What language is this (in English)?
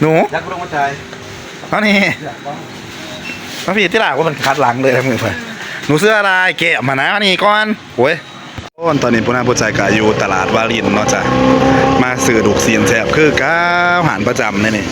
Northeastern Thai